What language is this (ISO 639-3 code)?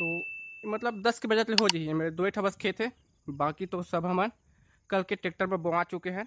hne